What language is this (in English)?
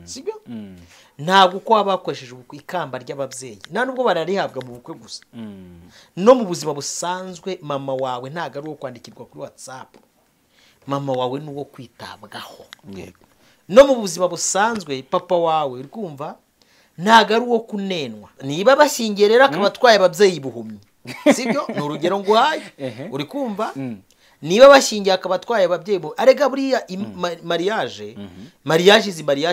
Kinyarwanda